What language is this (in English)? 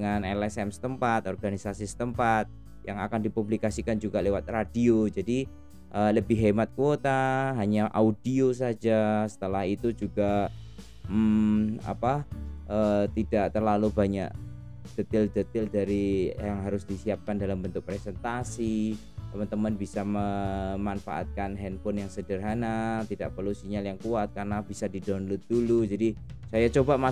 Indonesian